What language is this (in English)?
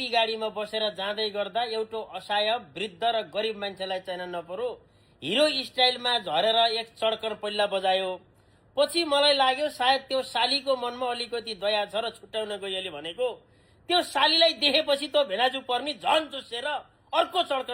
Nepali